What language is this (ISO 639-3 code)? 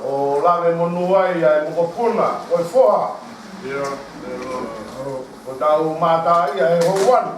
ton